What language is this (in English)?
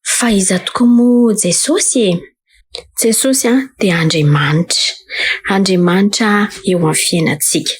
Malagasy